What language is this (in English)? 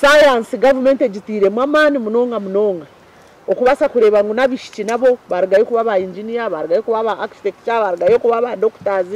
Nyankole